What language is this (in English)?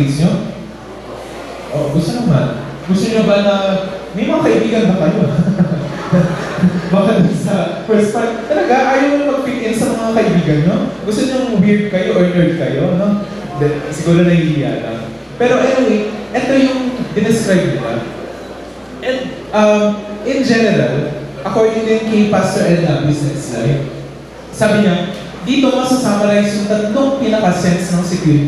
Filipino